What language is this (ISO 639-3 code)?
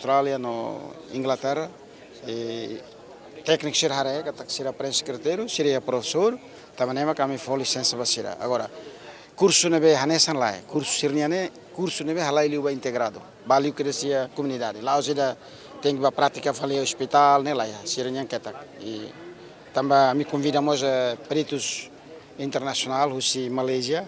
tet